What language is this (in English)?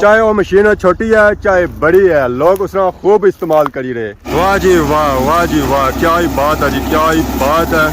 Pahari-Potwari